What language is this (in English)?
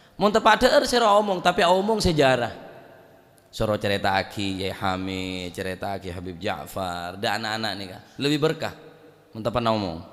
Madurese